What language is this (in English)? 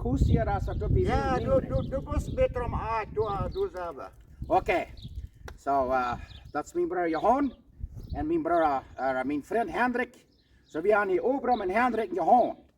Plautdietsch